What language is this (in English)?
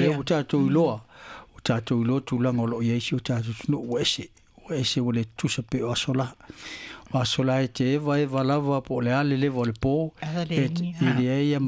Samoan